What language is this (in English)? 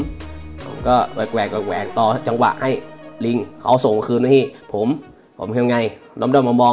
Thai